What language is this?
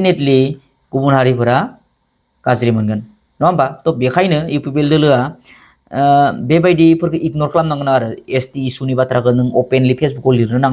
Bodo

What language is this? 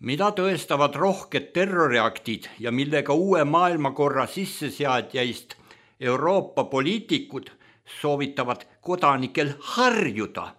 Estonian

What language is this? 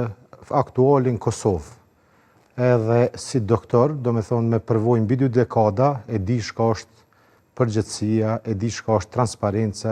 Albanian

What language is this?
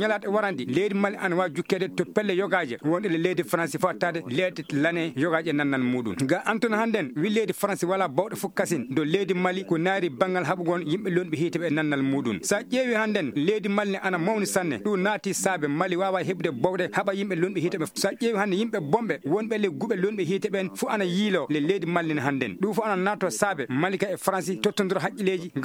Fula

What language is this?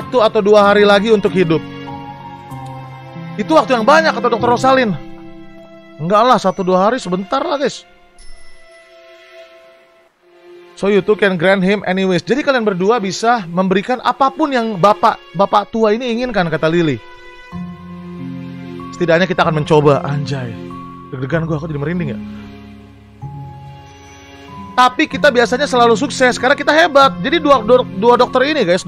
Indonesian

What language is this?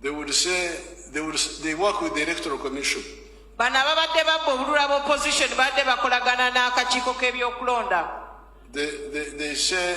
Ganda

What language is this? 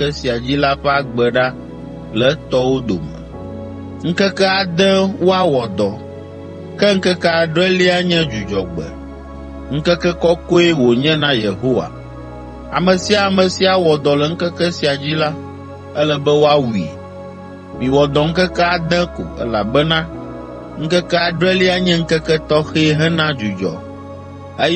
Ewe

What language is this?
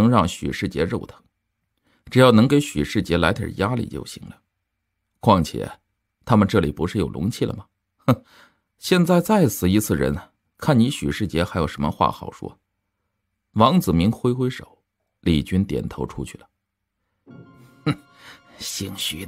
Chinese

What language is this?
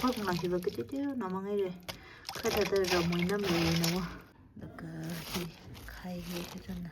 Tangkhul Naga (India)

